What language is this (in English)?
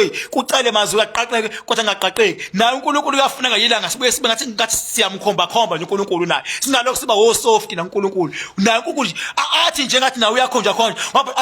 Zulu